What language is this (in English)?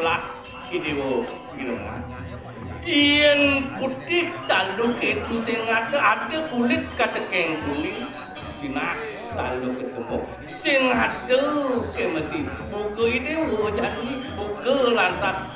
Balinese